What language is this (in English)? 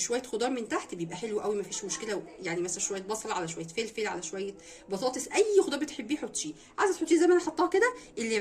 Egyptian Arabic